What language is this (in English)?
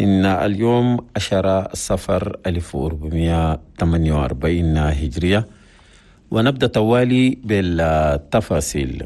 Chadian Arabic